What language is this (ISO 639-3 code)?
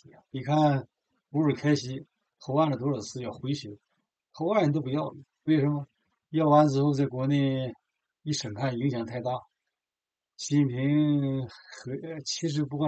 zho